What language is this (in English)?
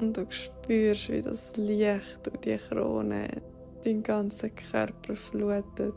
Swiss German